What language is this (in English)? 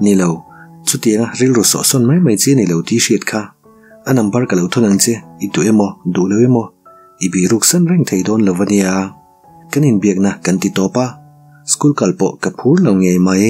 Mizo